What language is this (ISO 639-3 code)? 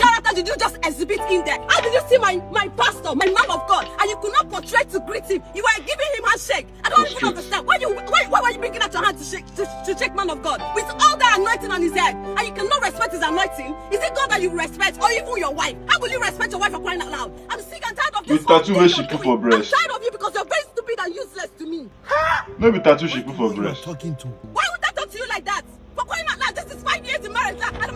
pcm